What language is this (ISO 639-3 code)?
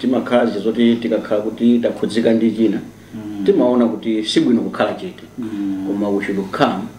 nya